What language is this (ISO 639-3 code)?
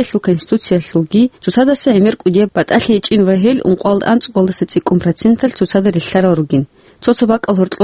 ava